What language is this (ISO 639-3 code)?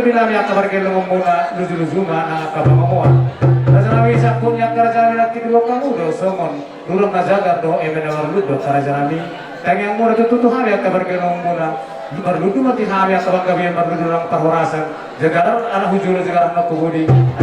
bbc